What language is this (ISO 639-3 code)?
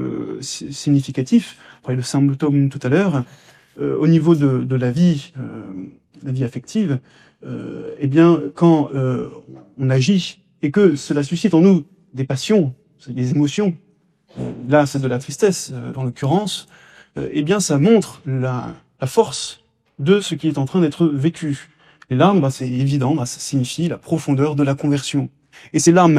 fra